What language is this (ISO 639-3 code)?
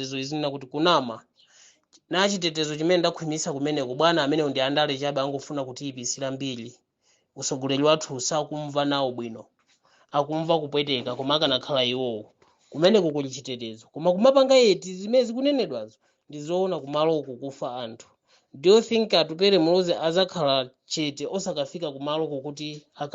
nya